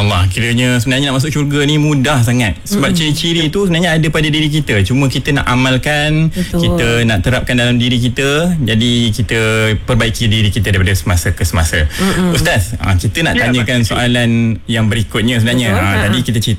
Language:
Malay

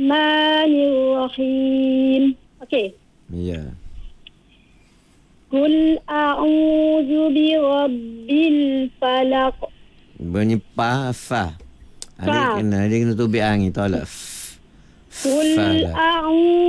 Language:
Malay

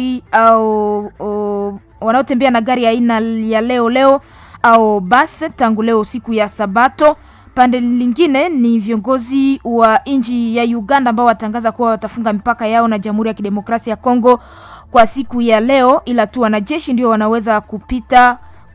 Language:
Swahili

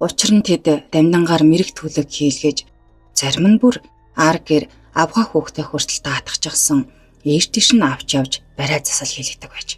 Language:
Mongolian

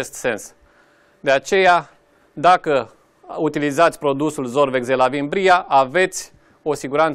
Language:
Romanian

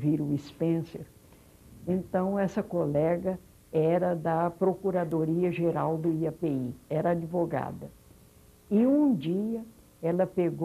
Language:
Portuguese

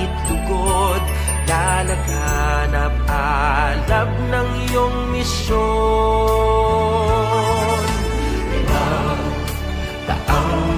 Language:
Pampanga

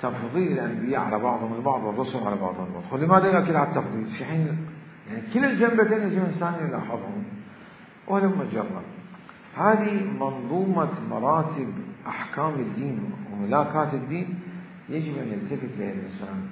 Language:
Mesopotamian Arabic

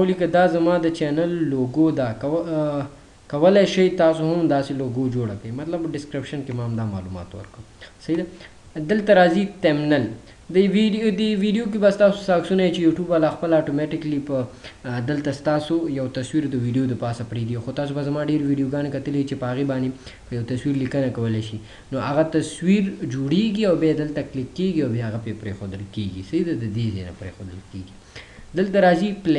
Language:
Pashto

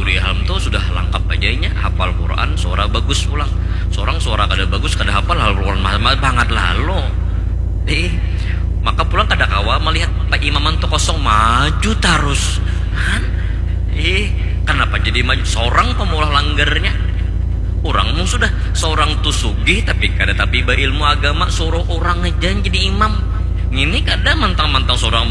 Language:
Banjar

